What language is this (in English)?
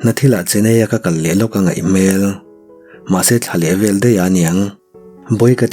Mizo